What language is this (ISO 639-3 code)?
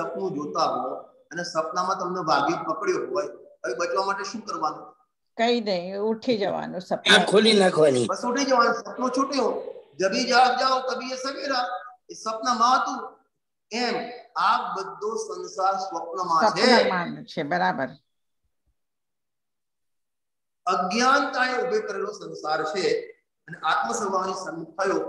guj